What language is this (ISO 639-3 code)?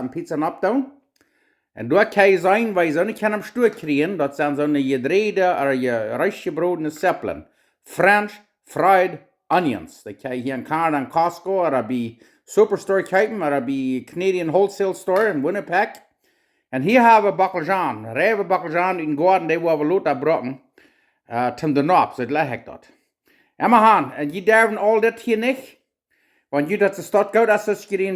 pdt